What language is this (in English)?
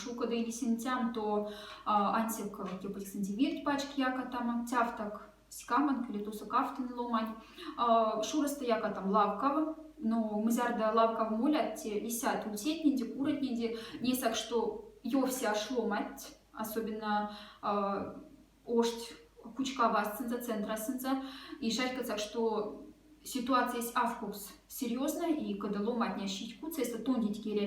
Moksha